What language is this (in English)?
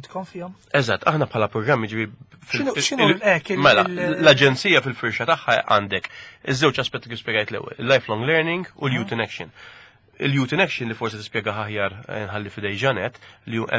Maltese